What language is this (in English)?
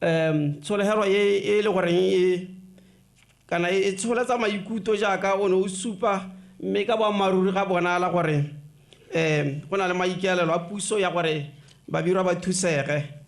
Tswana